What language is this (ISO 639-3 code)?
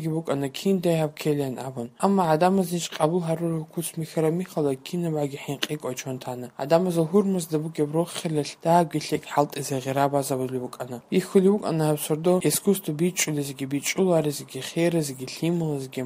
ava